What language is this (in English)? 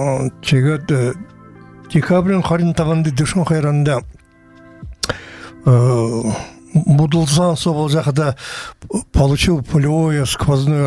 Buriat